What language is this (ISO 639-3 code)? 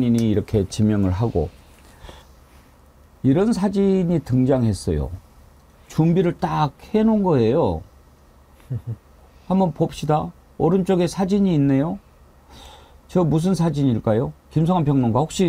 kor